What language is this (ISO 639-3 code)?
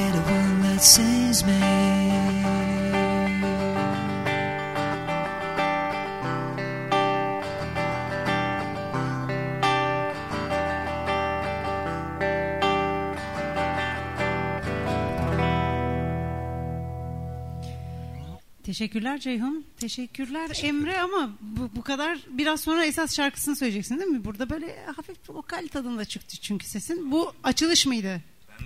tur